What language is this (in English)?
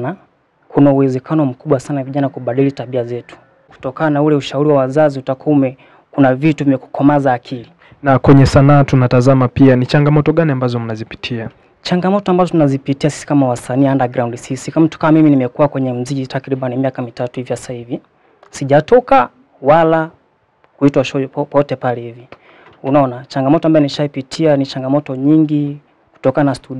Swahili